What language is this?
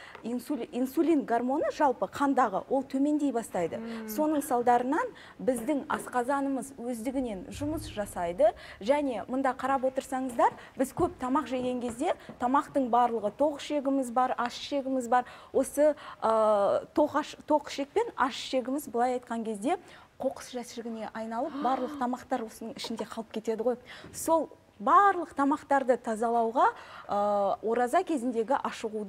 Kazakh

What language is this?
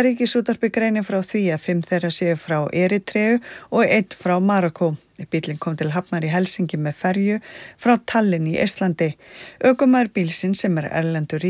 Icelandic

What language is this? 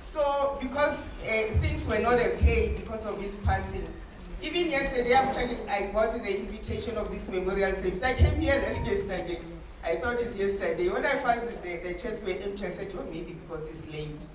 Northern Sotho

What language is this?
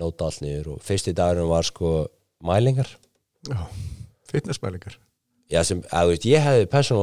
Icelandic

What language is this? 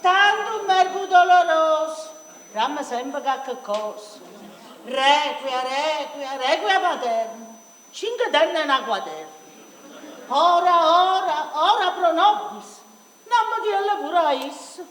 Neapolitan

